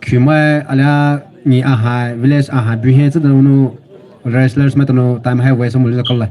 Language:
Poumei Naga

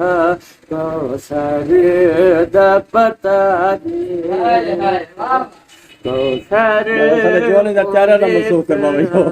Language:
Saraiki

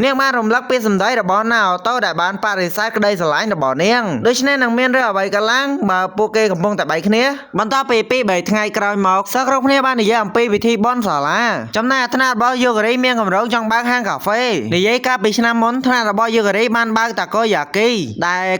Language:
Khmer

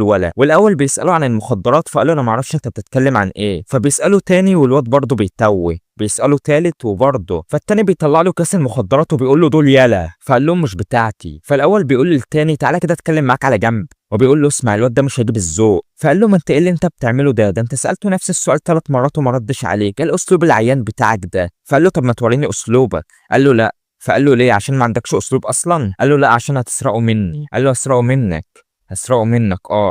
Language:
Egyptian Arabic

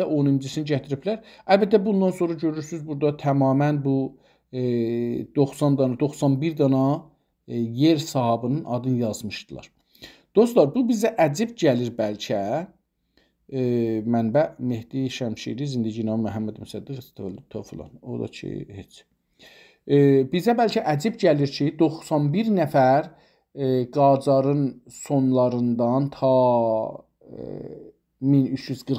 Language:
South Azerbaijani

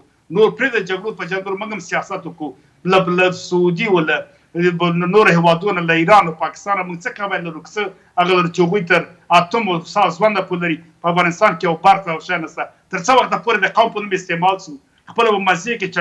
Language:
Persian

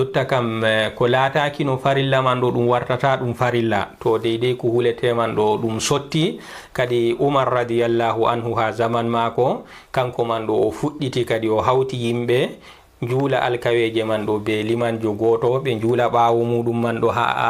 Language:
Fula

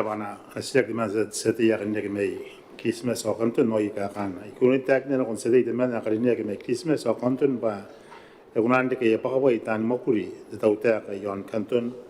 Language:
Gilbertese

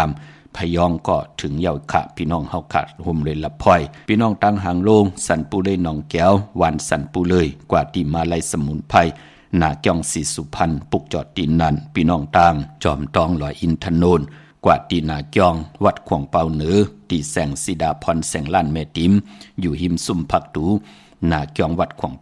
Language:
Shan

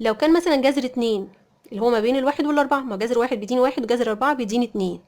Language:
Egyptian Arabic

